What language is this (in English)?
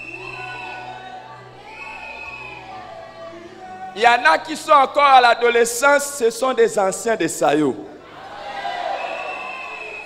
French